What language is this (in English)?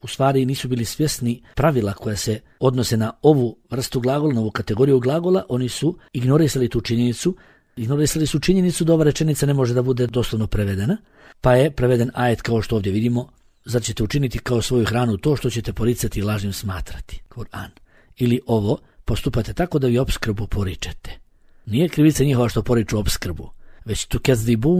Bosnian